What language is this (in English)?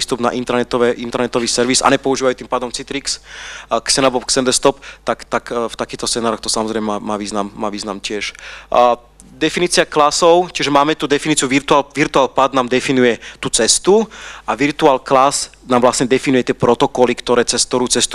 Slovak